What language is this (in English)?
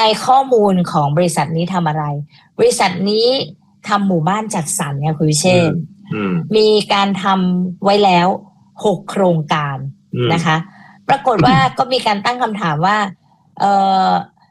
Thai